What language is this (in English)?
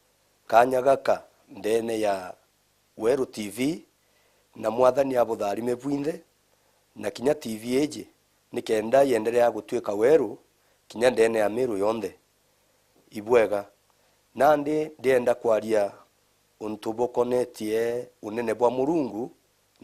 Meru